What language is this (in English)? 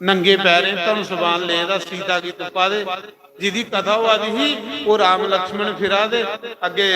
Dogri